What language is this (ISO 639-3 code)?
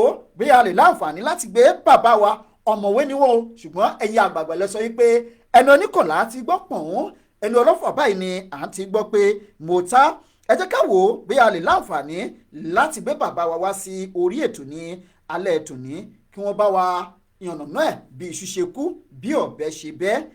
yor